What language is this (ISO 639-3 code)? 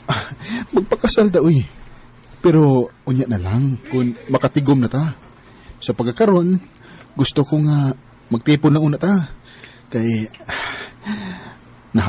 ceb